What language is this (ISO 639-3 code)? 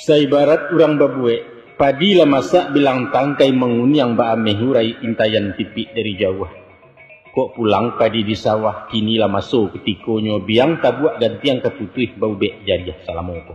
min